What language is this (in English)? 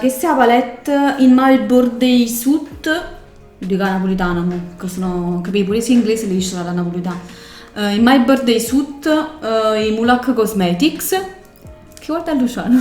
Neapolitan